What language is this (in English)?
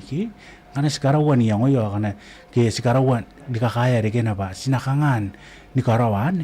Gilbertese